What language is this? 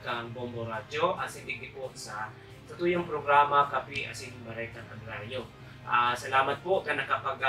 Bikol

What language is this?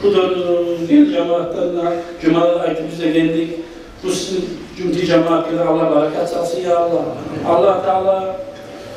Kumyk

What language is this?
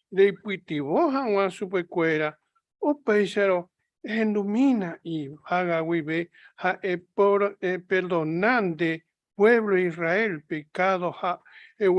Guarani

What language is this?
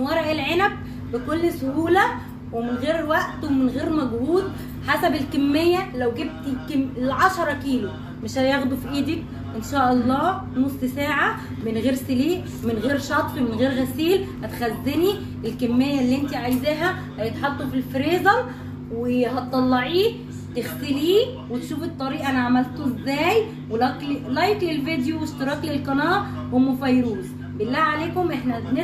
Egyptian Arabic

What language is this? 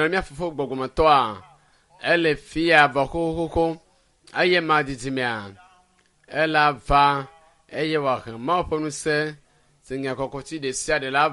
Ewe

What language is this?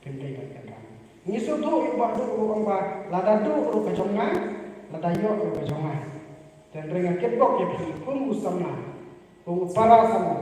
Khasi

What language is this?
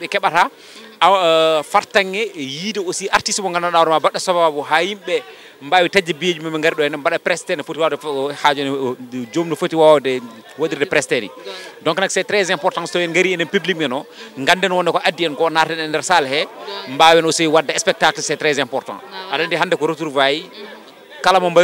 Fula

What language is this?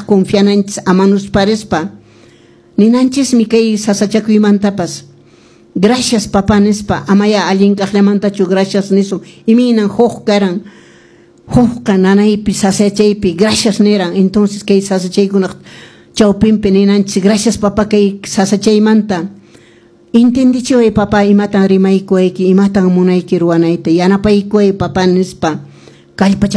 Quechua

